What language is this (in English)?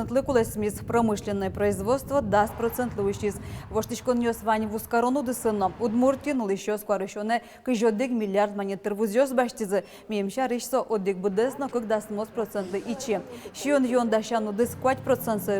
Udmurt